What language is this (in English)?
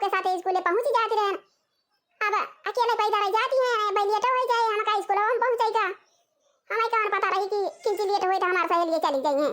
Awadhi